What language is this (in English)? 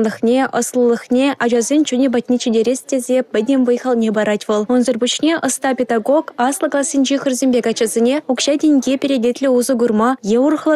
Chuvash